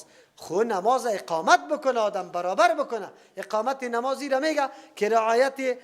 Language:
Persian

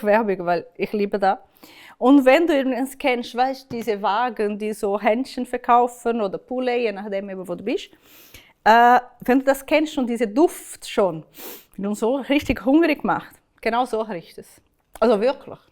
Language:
Swiss German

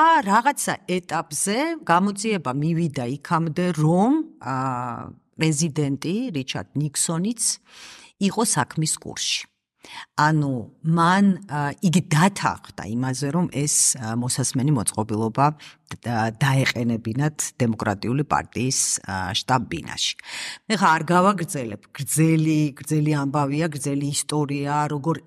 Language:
Georgian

